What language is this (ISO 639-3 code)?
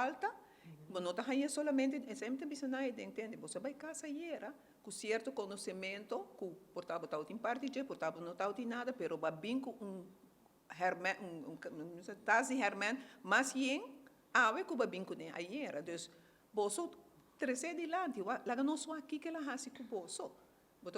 pap